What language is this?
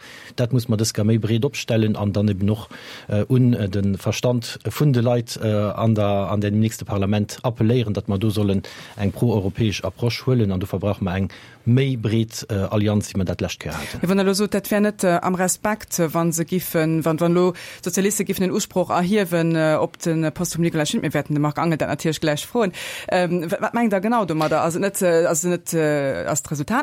Luxembourgish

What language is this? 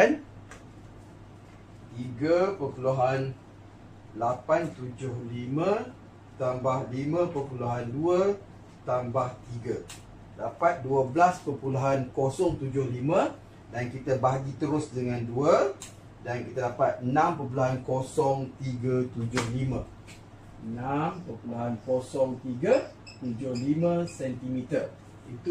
Malay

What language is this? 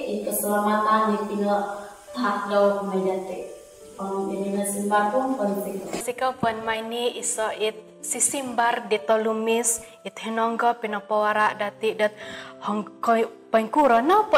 Central Dusun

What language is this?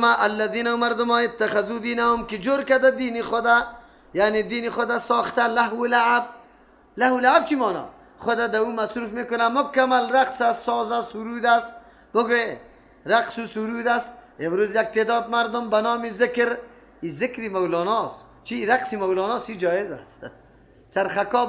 Persian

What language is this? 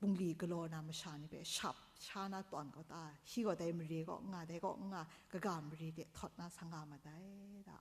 Kachin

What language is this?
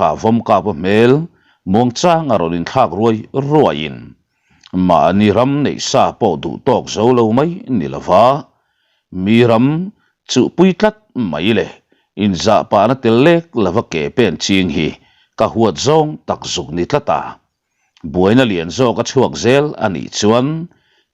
Mizo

